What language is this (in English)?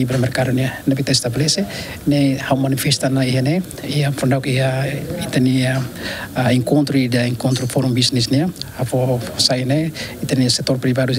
Tetum